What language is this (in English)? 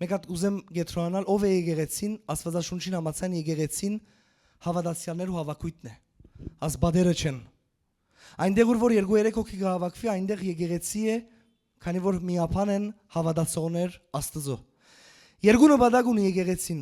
Western Armenian